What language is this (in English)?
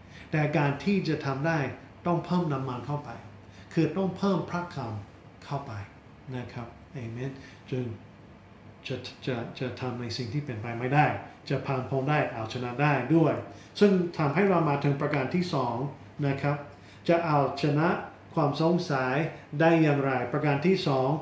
Thai